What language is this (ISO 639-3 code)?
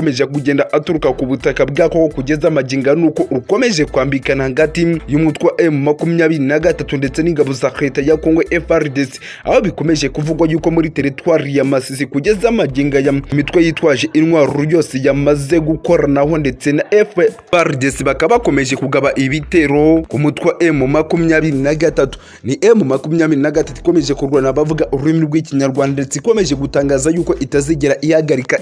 kin